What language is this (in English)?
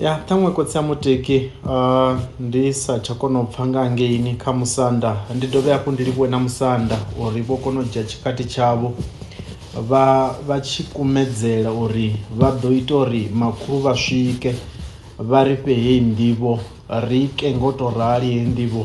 Venda